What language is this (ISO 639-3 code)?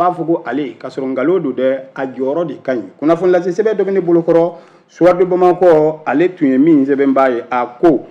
bam